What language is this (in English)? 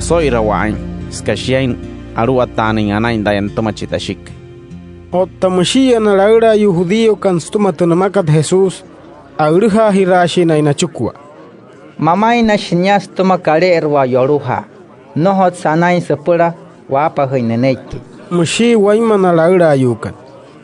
Wayuu